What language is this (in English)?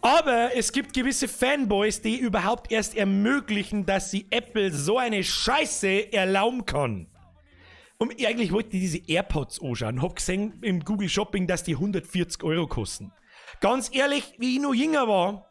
Bavarian